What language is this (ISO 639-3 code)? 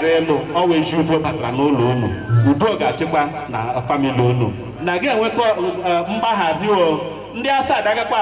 ibo